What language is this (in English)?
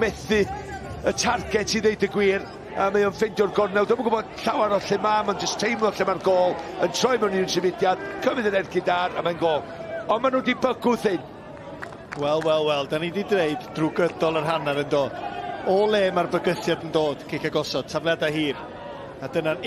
Welsh